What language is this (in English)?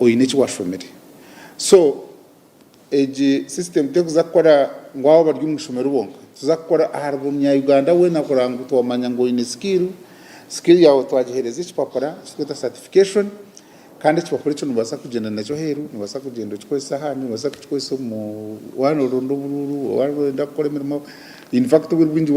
Nyankole